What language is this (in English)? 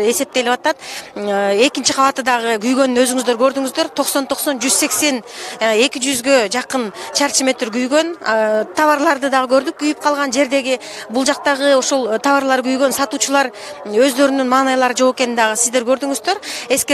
Kyrgyz